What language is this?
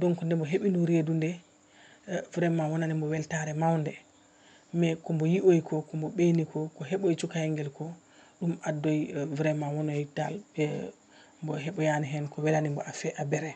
Fula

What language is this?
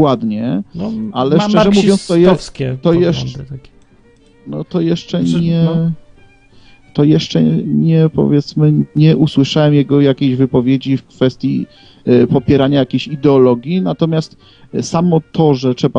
Polish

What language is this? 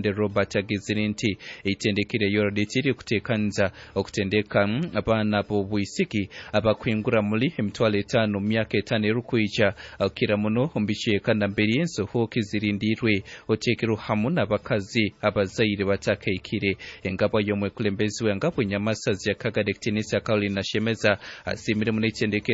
Nyankole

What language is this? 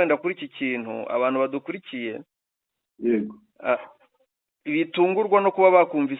Kinyarwanda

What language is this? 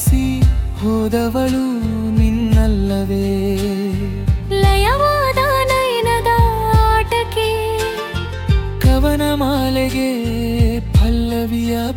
Kannada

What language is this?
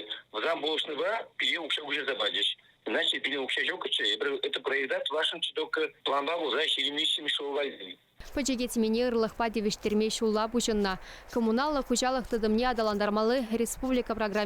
Chuvash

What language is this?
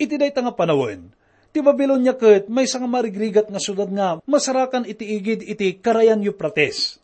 Iloko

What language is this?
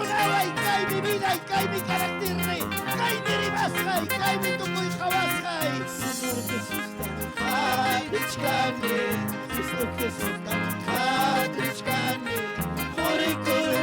Ayacucho Quechua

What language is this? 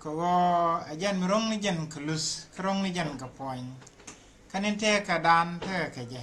Nuer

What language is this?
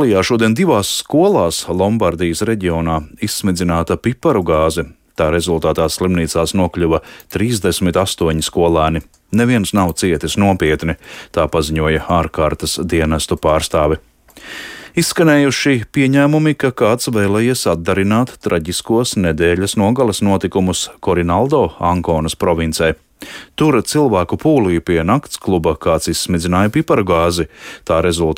Latvian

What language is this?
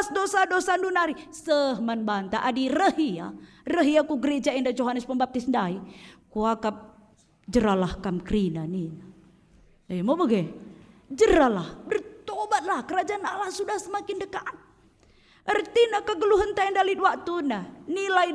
Batak Karo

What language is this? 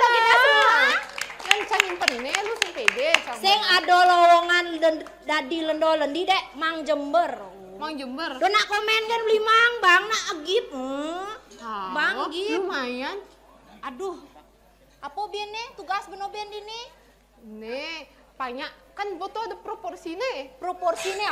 Balinese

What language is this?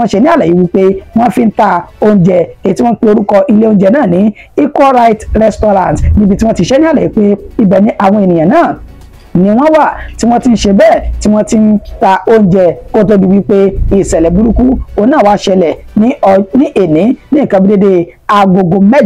Yoruba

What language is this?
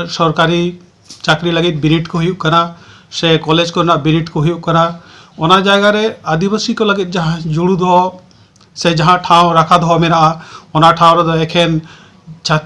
Santali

